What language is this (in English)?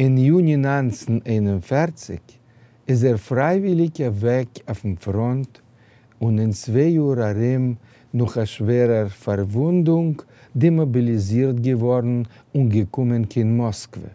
Yiddish